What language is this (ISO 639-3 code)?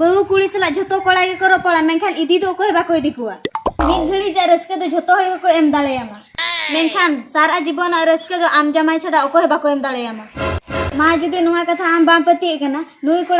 sat